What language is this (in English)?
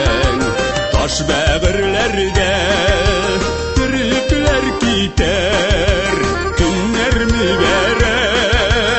Tatar